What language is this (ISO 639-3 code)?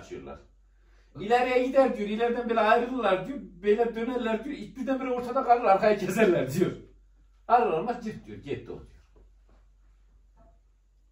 tur